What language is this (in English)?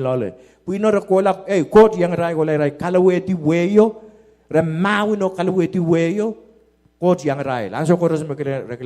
Pohnpeian